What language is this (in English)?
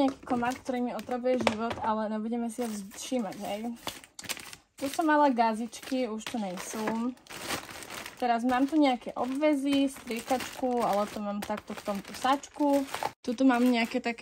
Slovak